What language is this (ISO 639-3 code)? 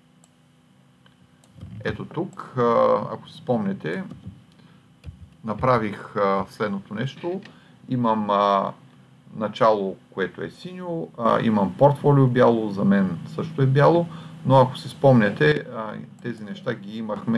bul